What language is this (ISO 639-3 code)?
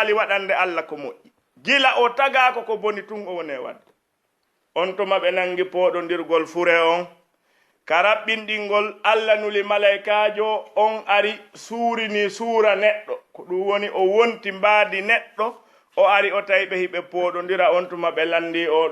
ful